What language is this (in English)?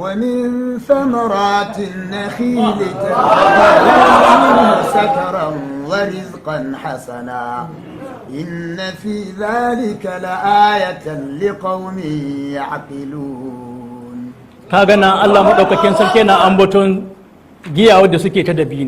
Hausa